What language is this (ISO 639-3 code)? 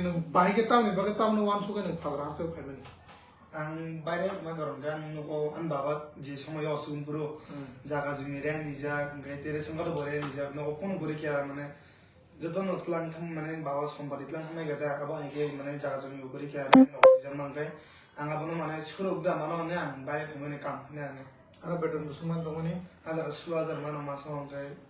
trp